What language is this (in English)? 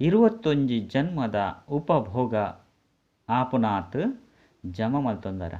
Tulu